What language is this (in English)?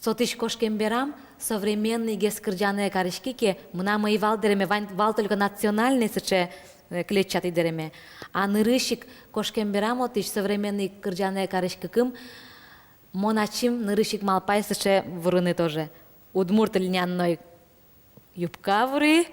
Udmurt